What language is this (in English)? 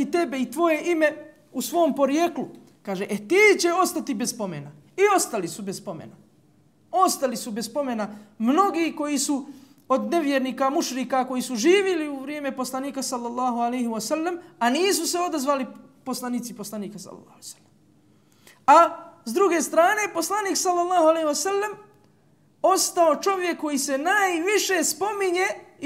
Bosnian